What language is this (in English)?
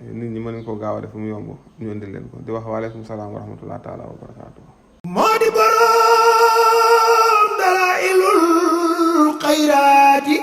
Wolof